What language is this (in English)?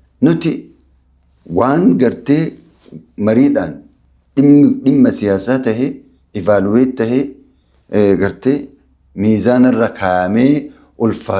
Oromo